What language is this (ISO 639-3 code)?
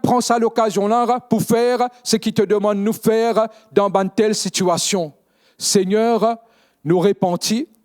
mfe